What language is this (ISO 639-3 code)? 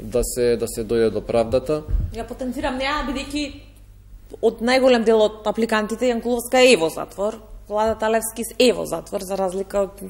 mkd